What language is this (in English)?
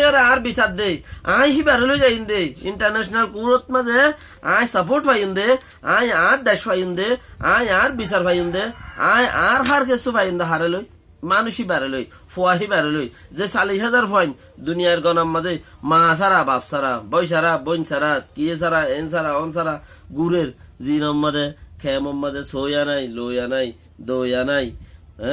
Rohingya